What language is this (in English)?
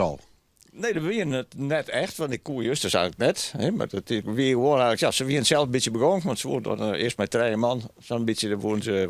Western Frisian